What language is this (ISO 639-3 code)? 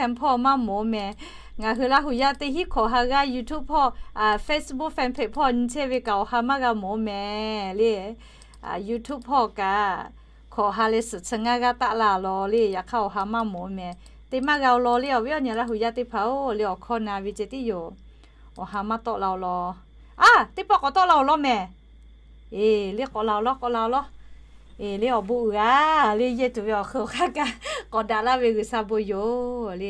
lhu